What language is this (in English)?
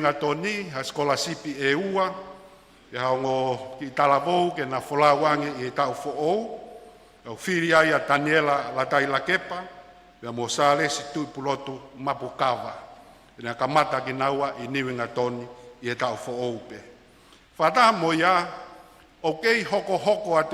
Tongan